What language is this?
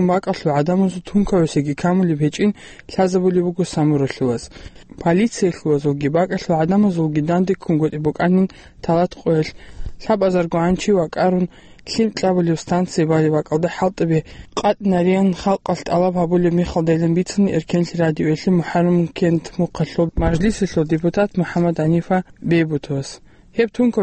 Avaric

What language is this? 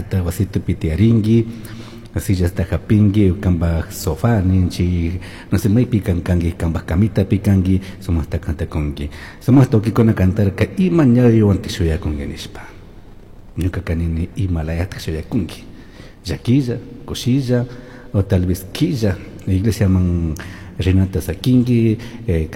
Chimborazo Highland Quichua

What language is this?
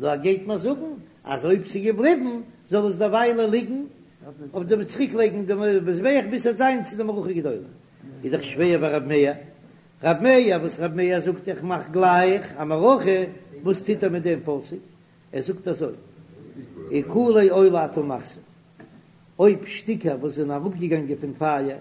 Yiddish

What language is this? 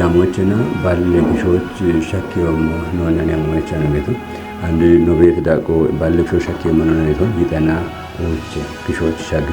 Kafa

